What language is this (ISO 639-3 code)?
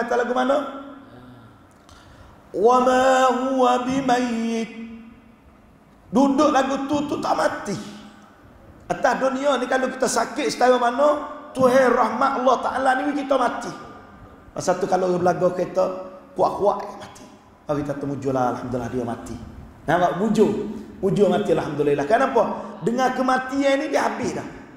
msa